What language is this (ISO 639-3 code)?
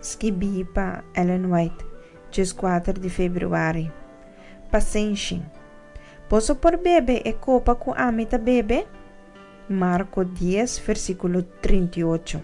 pap